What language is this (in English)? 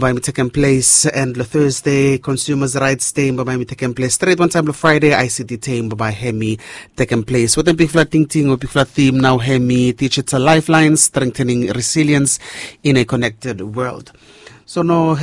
Bislama